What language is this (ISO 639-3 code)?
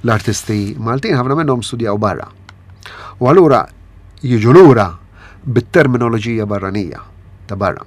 mlt